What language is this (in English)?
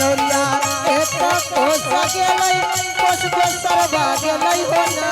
Angika